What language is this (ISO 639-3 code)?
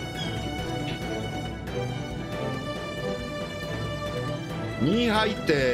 jpn